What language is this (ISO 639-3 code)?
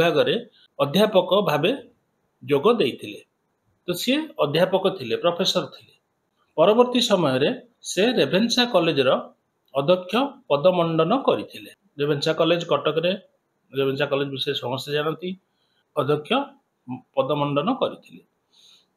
ori